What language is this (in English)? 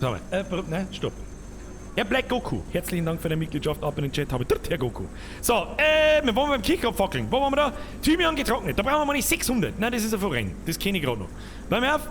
Bavarian